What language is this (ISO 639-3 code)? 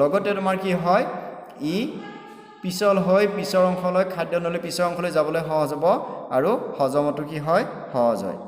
asm